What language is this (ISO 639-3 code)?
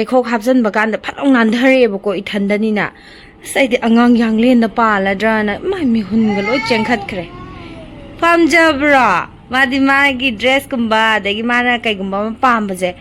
mni